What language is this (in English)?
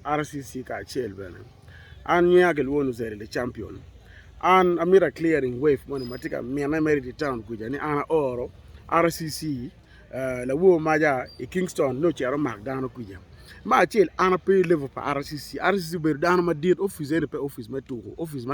Acoli